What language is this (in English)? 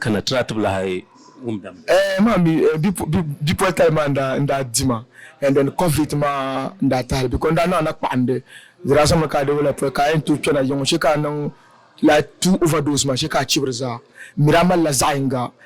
Dagbani